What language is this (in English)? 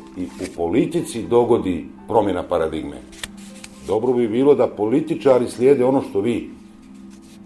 Bosnian